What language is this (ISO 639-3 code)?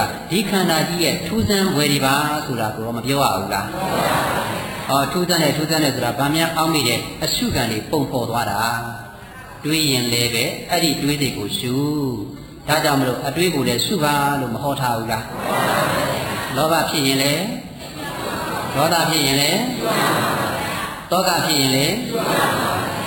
mya